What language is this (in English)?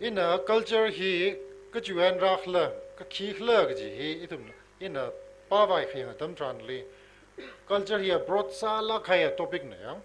Tangkhul Naga (India)